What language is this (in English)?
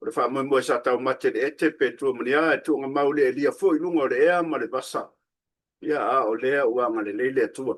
Samoan